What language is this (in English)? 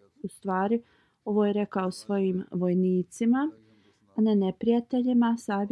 Bosnian